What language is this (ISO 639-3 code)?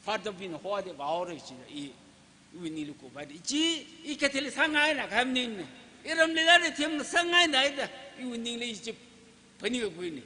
nmf